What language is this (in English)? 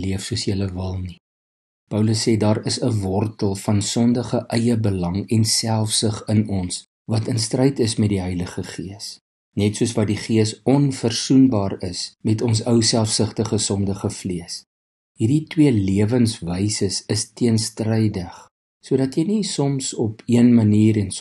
Afrikaans